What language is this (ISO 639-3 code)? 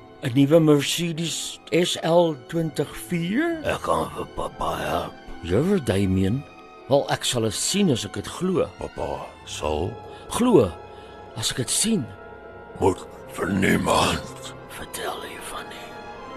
afr